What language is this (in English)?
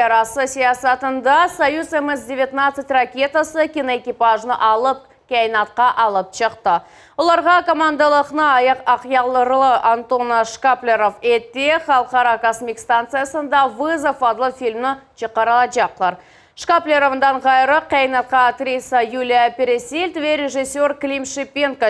Crimean Tatar